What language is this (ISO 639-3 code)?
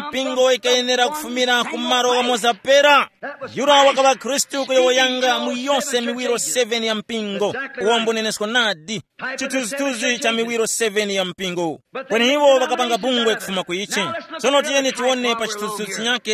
tum